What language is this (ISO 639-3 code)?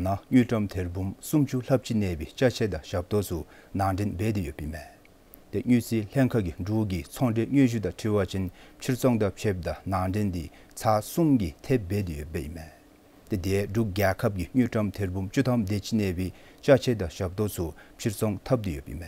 dzo